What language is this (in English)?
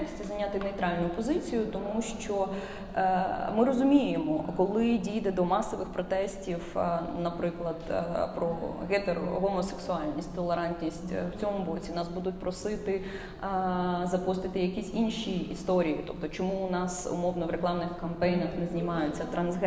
Ukrainian